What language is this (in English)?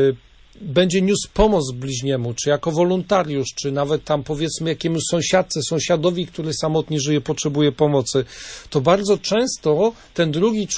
Polish